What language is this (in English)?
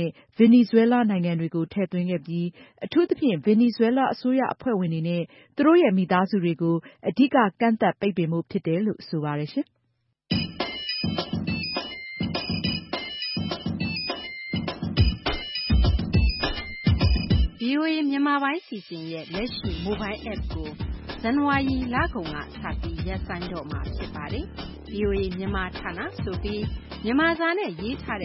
Burmese